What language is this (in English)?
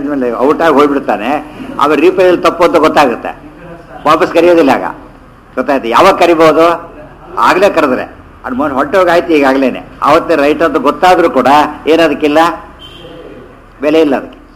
Kannada